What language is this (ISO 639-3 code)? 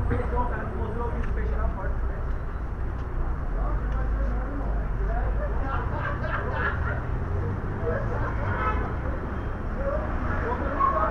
por